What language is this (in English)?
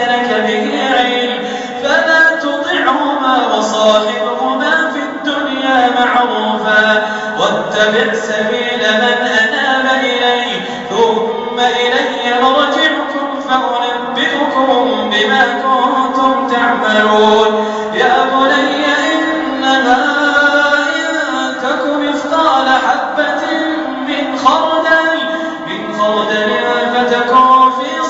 Arabic